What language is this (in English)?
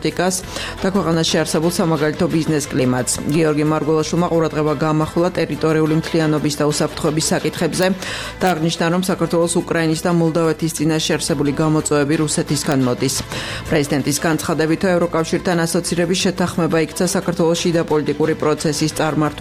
Georgian